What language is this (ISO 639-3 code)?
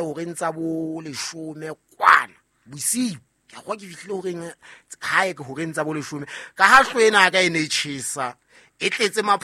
sot